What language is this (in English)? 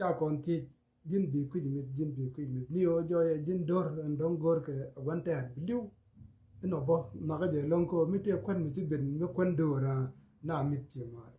Nuer